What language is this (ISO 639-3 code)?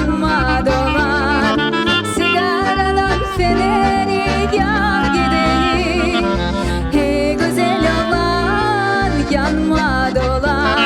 crh